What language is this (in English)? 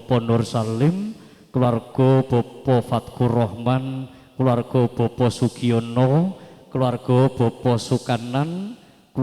Javanese